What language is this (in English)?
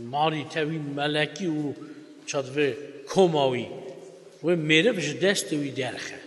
Kurdish